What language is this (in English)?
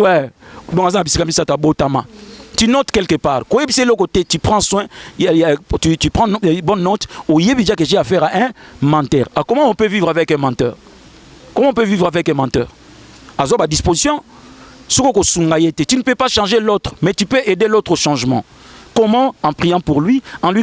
Lingala